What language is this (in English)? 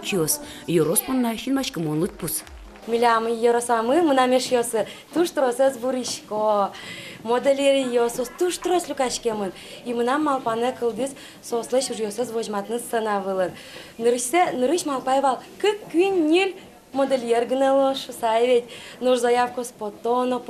Udmurt